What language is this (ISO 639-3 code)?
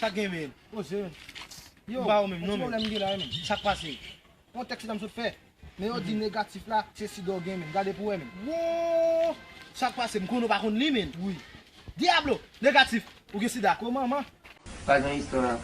hat